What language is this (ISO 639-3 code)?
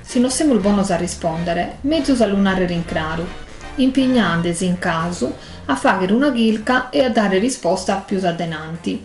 srd